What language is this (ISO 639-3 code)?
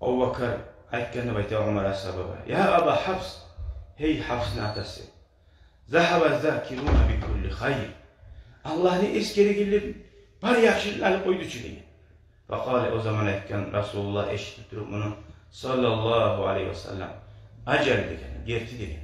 kum